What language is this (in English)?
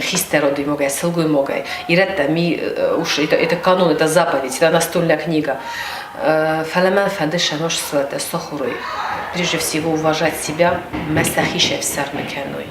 Ossetic